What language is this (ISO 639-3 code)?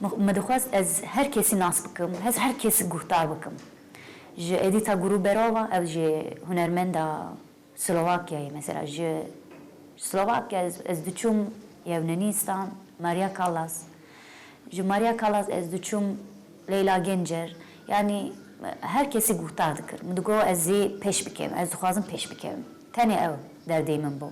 kur